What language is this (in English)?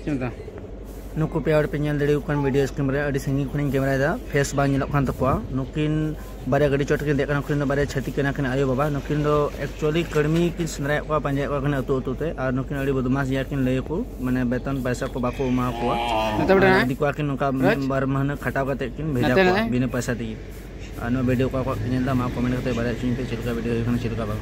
Santali